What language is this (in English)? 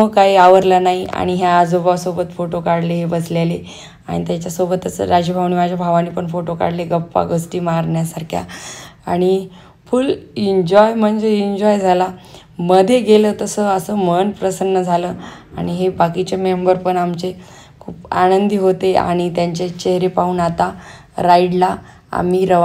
Marathi